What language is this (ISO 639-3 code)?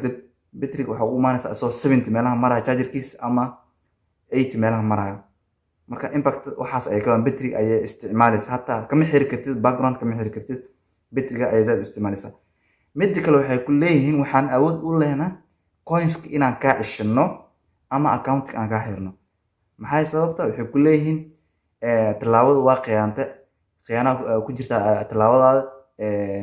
som